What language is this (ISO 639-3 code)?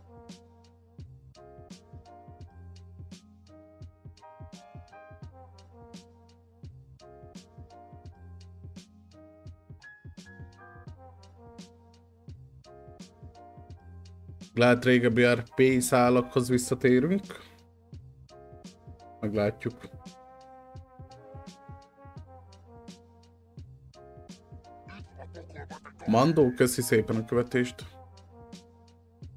hun